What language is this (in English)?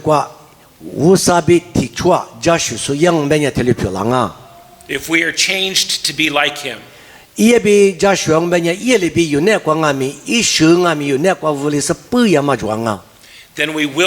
Lisu